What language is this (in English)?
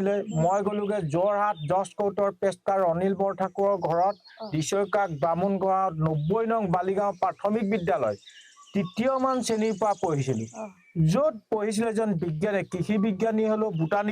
Assamese